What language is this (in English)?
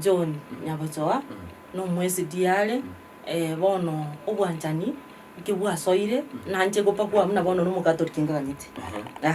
Gusii